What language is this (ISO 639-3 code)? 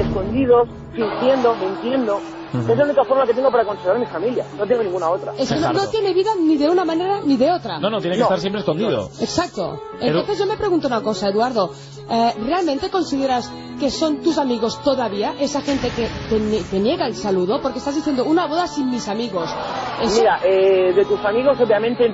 spa